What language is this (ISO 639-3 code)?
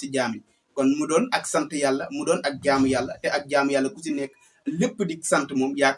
wol